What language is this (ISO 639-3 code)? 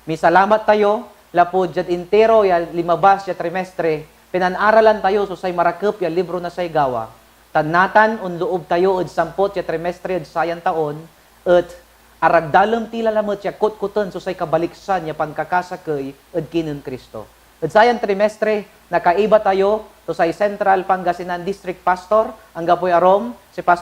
pag